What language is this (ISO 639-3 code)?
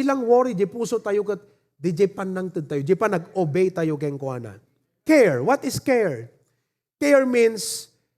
ilo